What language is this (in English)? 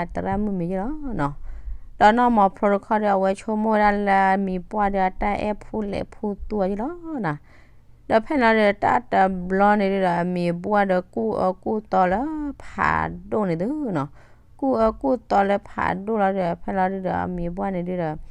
S'gaw Karen